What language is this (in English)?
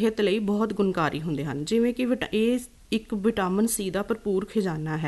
Punjabi